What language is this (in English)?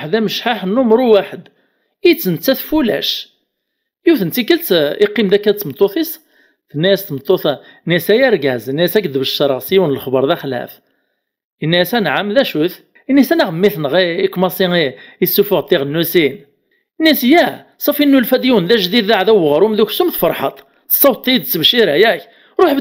Kabyle